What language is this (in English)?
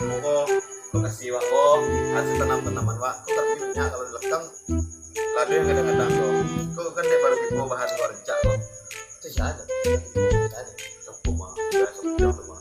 Minangkabau